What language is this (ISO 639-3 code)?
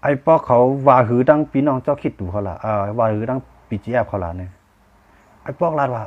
shn